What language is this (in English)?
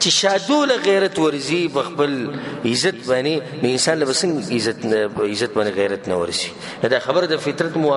Pashto